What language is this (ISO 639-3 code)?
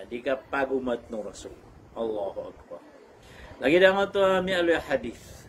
mrw